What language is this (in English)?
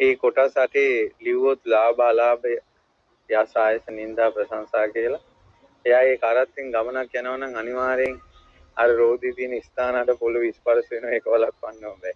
Sinhala